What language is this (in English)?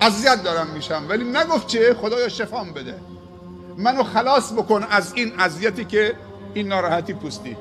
Persian